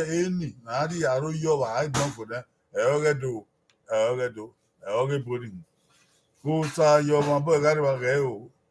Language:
Bini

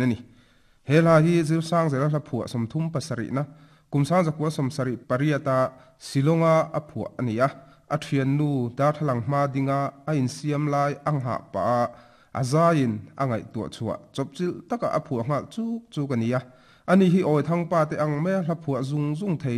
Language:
Mizo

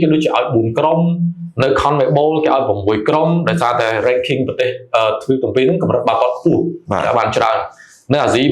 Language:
Khmer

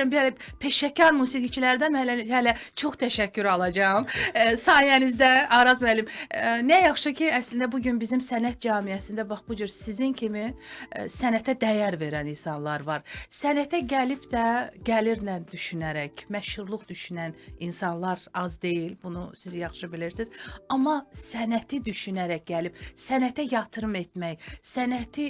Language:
Azerbaijani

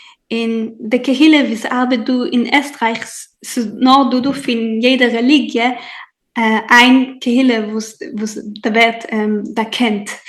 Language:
Yiddish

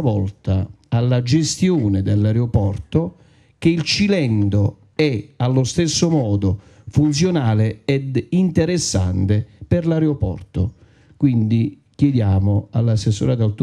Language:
Italian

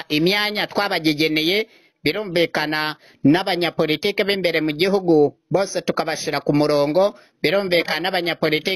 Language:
Kinyarwanda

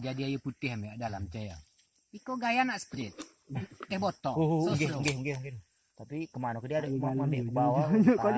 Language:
Minangkabau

